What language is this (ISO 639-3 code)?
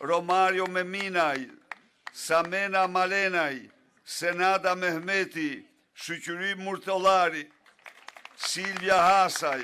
sqi